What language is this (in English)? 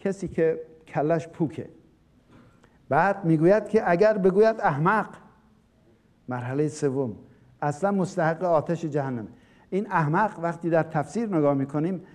Persian